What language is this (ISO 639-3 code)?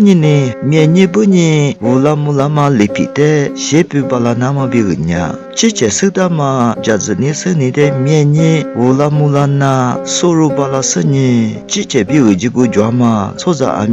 lis